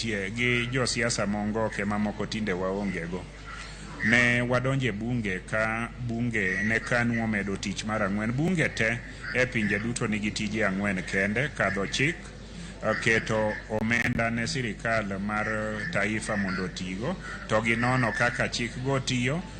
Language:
Luo (Kenya and Tanzania)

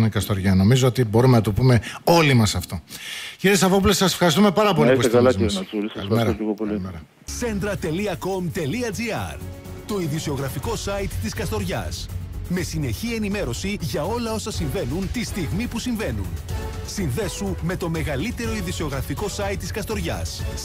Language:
Greek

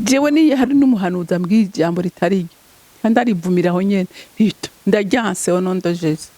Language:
Rundi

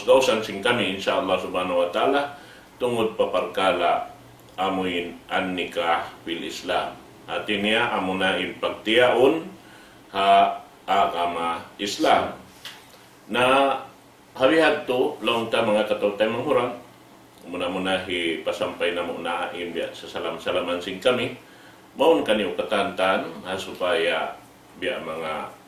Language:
Tausug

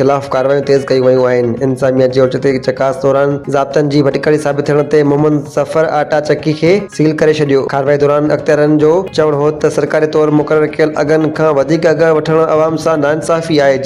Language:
Sindhi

